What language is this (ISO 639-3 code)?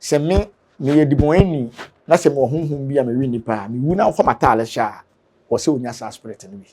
aka